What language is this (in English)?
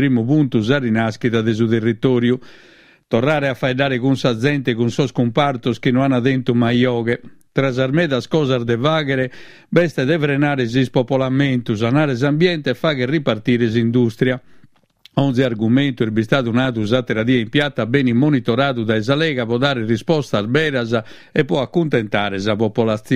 Sardinian